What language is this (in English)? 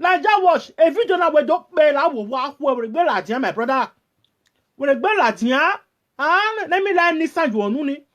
Nigerian Pidgin